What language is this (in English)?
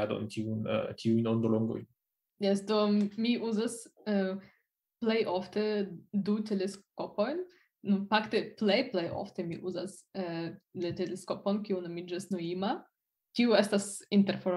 Esperanto